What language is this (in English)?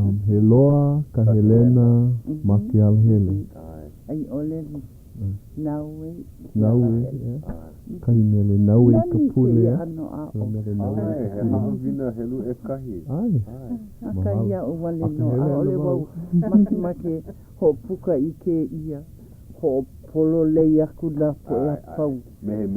Hawaiian